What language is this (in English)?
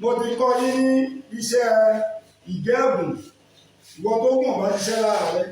Yoruba